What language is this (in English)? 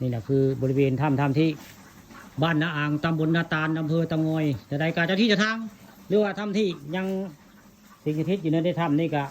Northeastern Thai